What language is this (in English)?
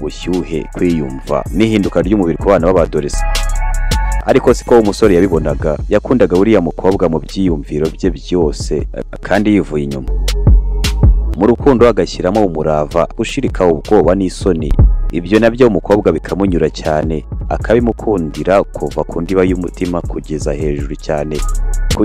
Kinyarwanda